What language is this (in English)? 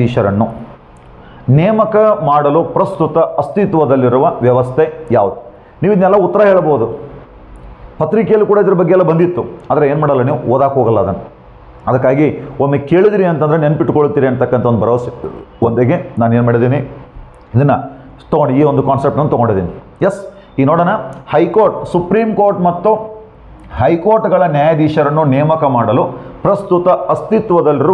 Kannada